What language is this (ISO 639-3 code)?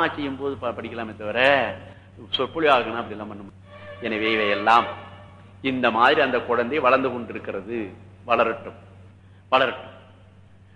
tam